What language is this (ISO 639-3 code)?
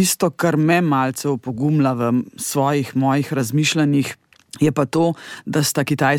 slv